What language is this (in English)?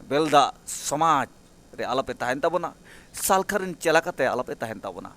Santali